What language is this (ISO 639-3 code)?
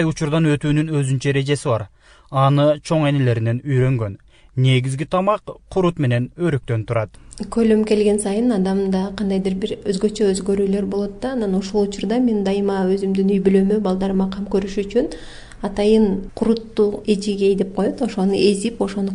kir